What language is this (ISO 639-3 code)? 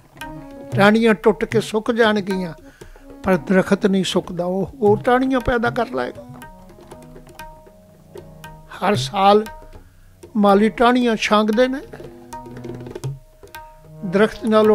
pan